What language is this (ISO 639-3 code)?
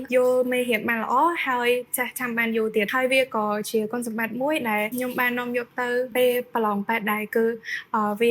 khm